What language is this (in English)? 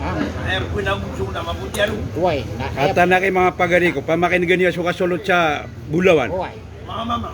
Maranao